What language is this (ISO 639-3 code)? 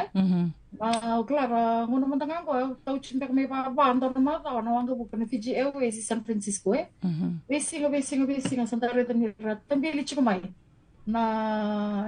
fij